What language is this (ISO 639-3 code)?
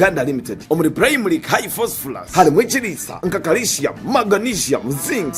ttj